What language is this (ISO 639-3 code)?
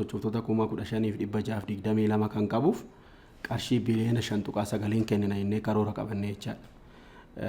orm